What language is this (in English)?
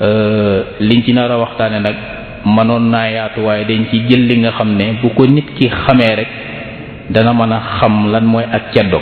Wolof